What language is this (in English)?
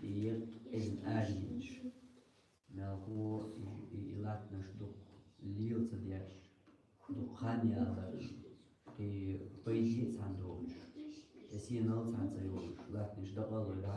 Chechen